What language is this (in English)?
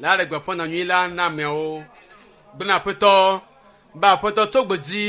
Ewe